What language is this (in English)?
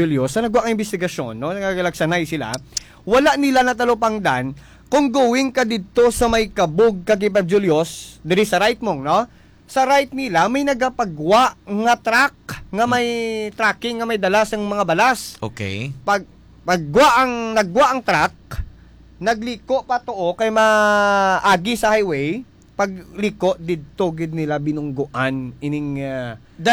Hiligaynon